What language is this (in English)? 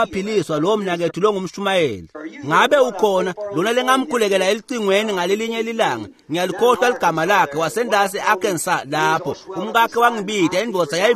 Swati